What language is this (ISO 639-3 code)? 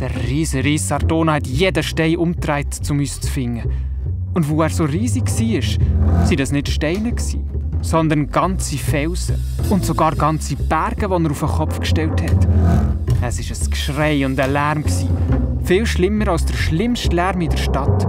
gsw